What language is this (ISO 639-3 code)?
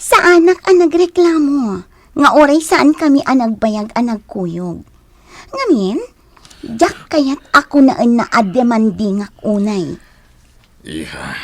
ilo